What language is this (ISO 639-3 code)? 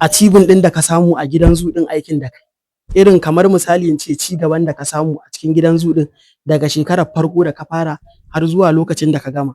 hau